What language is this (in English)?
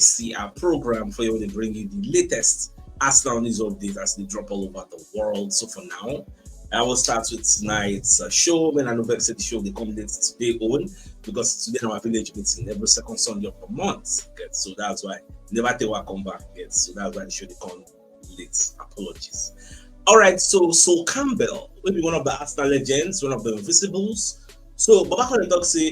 Nigerian Pidgin